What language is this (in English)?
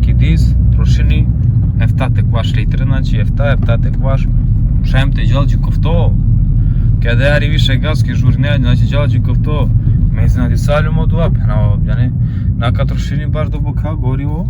Romany